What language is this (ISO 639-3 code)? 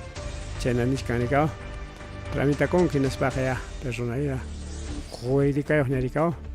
quy